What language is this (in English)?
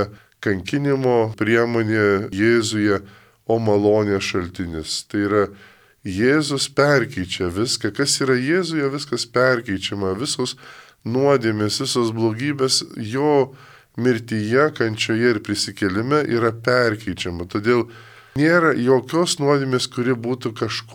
Lithuanian